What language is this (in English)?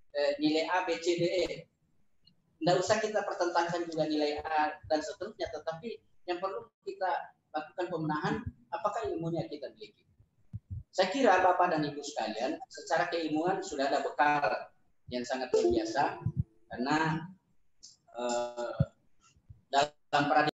Indonesian